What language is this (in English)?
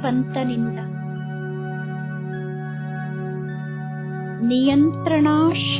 Kannada